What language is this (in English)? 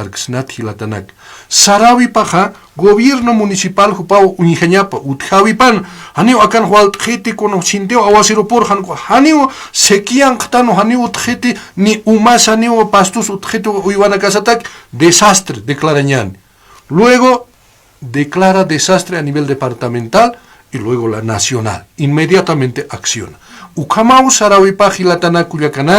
Aymara